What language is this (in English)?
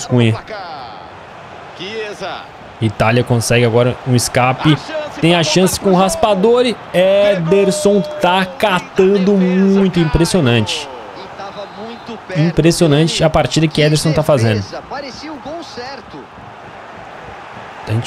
Portuguese